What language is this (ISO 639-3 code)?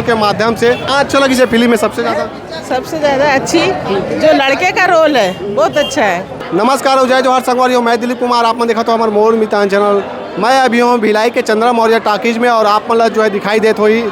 hne